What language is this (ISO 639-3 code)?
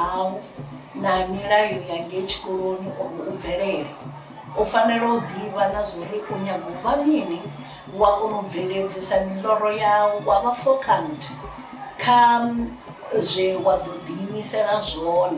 ven